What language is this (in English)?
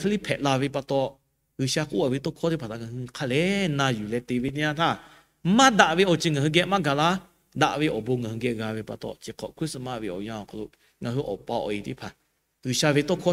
Lahu